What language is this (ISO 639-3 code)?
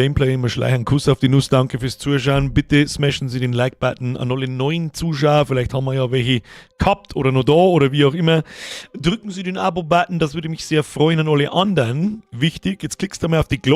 bar